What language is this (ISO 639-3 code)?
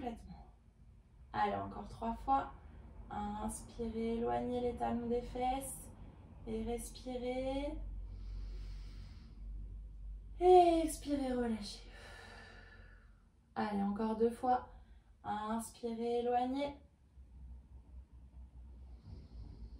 fra